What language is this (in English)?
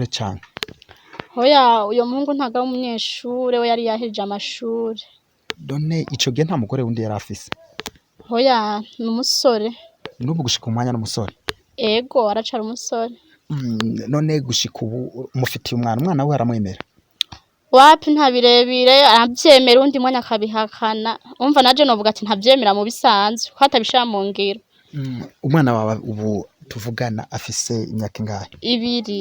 Rundi